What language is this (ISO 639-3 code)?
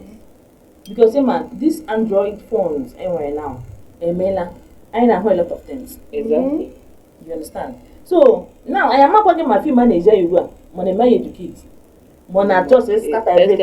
ibo